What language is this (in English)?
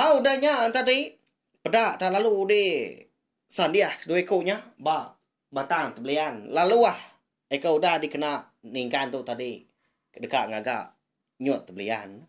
Iban